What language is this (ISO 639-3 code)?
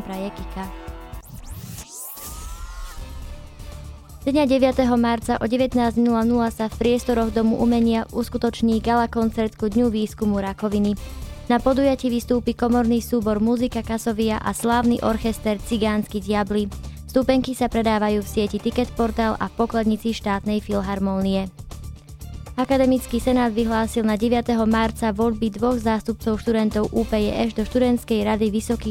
slk